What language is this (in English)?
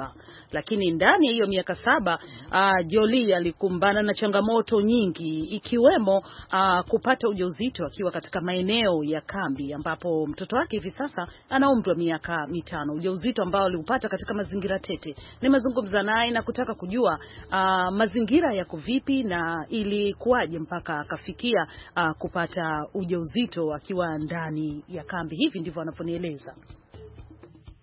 Swahili